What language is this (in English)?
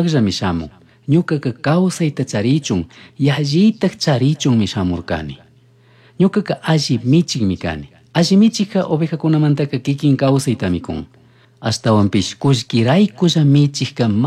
Chimborazo Highland Quichua